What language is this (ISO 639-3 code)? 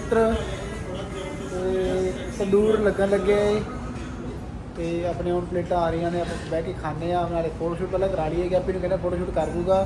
pan